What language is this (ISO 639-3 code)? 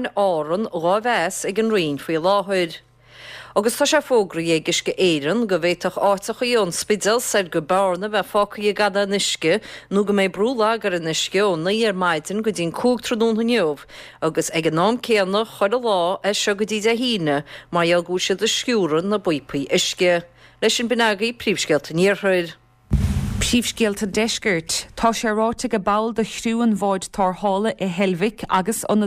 gle